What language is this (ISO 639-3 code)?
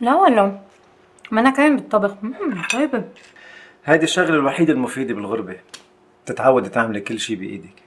apc